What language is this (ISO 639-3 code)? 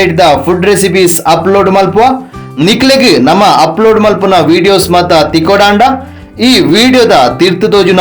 tcy